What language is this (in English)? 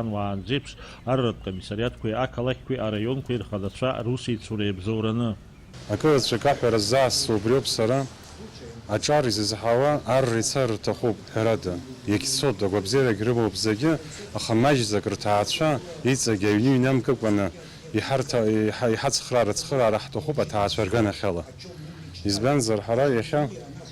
Abkhazian